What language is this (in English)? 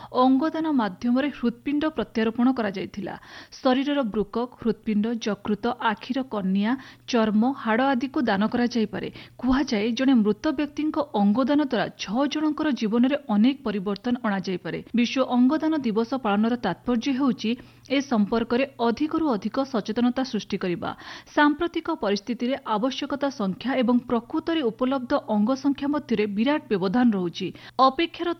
Odia